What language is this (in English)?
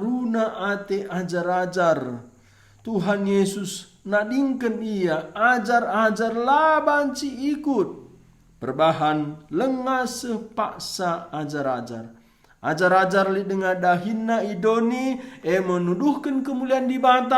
Batak Karo